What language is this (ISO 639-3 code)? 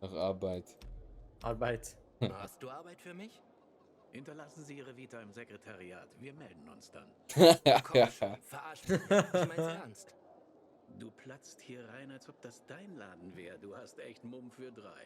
gsw